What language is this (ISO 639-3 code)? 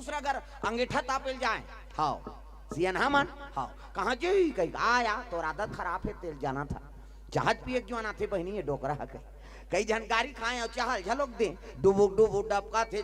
hne